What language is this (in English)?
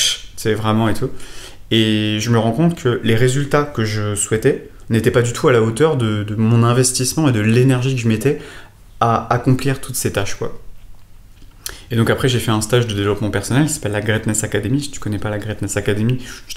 French